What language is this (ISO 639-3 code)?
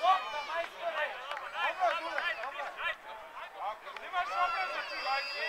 srp